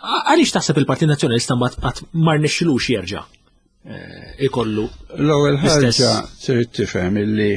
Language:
Maltese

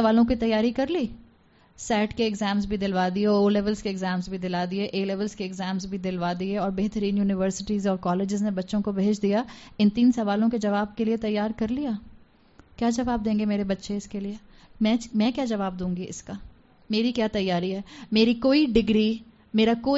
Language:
Urdu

